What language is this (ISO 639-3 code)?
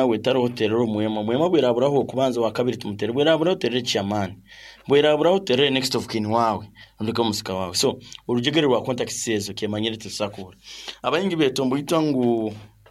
nyo